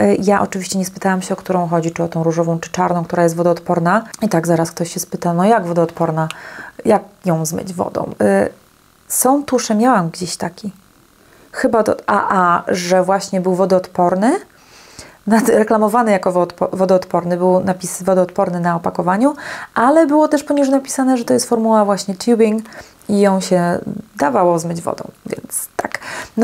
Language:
Polish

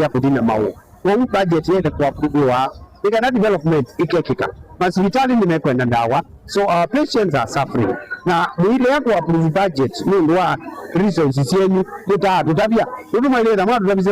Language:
Kamba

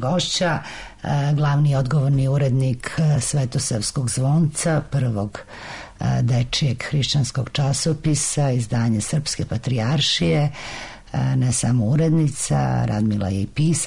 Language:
Serbian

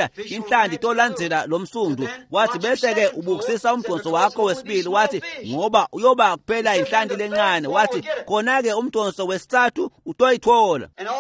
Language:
Swati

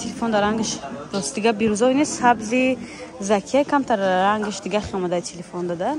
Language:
Tajik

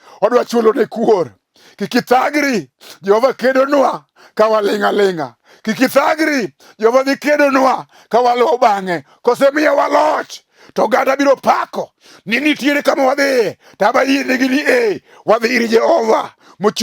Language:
Luo (Kenya and Tanzania)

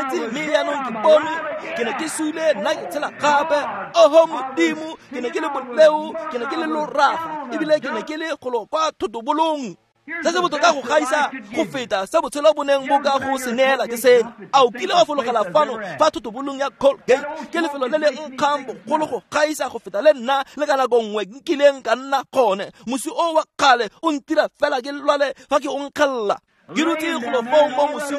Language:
Tswana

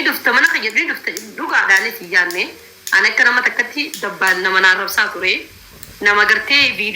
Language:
Oromo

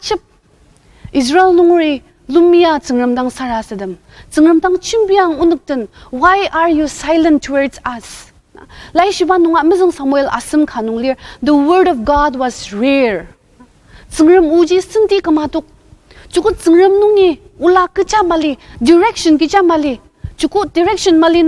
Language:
Ao Naga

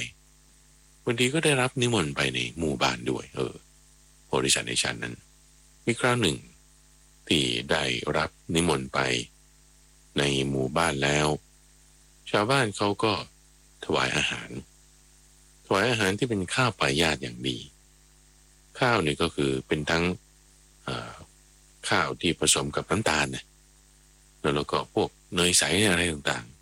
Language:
Thai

